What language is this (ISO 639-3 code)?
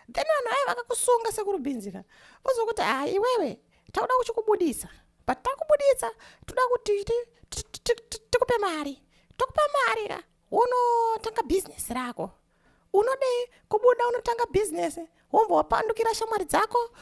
sna